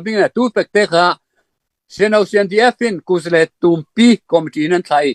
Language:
Falam Chin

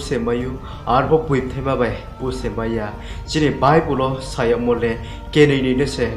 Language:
Riang (India)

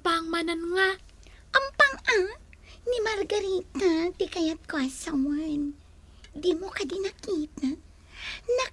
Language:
Iloko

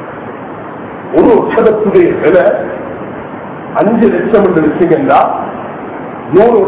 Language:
Tamil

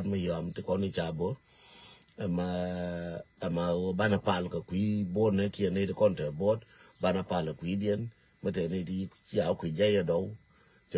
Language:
Nuer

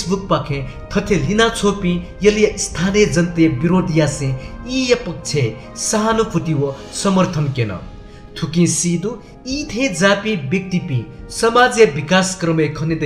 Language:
Newari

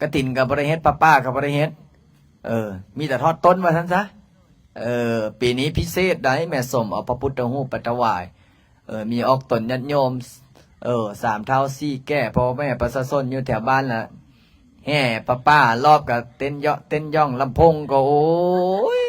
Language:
Lao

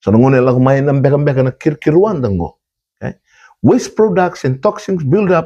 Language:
Fijian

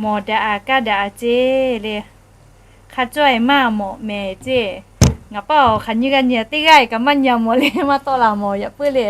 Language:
Lahu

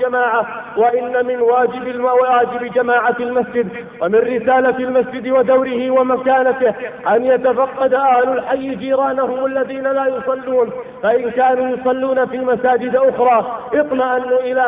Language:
Arabic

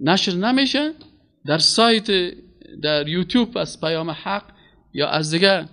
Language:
Persian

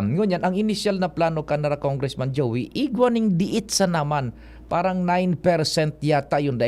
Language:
Bikol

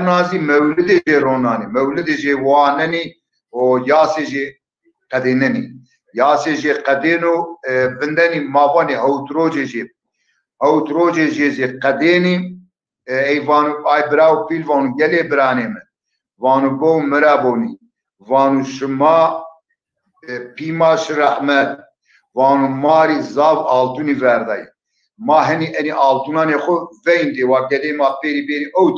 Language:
Zaza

